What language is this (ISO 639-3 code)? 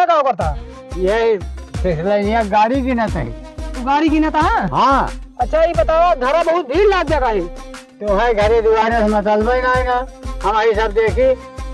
awa